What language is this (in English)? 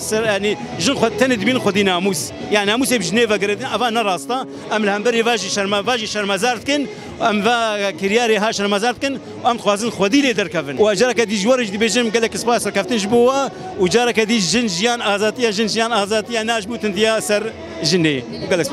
Kurdish